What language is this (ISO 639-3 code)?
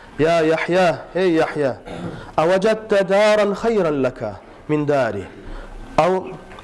kum